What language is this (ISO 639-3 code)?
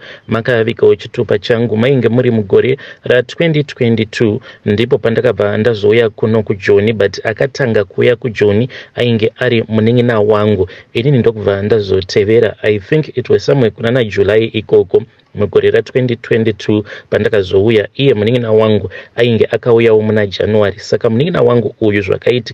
sna